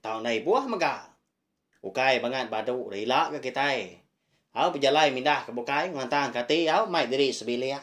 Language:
Iban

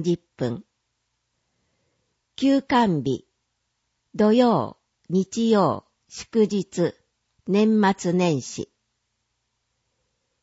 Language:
Japanese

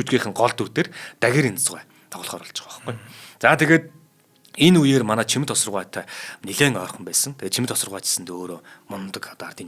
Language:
Mongolian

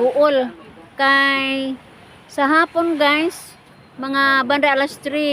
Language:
Cebuano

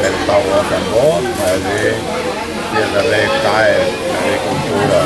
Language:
Tetum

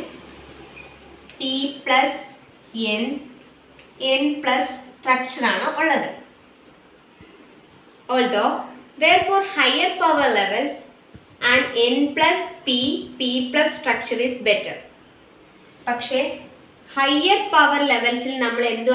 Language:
Malayalam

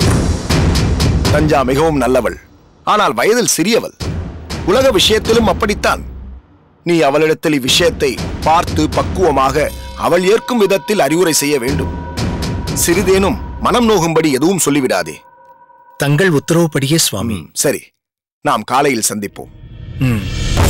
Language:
Tamil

